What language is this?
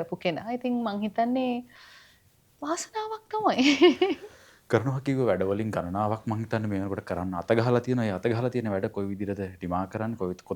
Sinhala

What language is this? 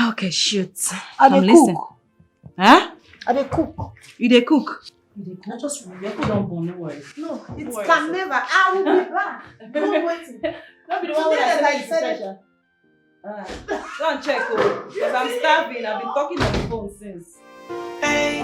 Nigerian Pidgin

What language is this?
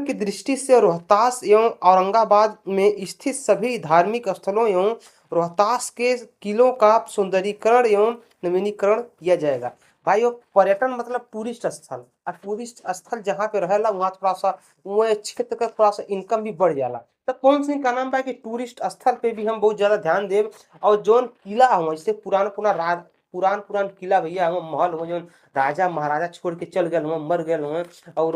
Bhojpuri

